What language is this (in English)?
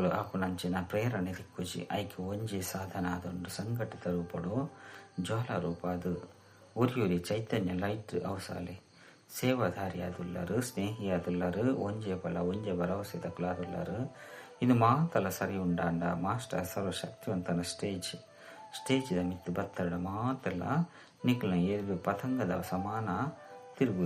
Tulu